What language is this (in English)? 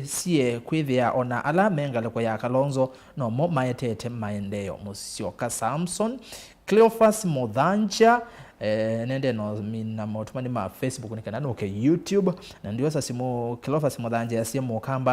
Kamba